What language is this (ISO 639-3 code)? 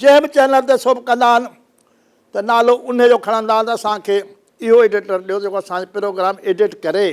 snd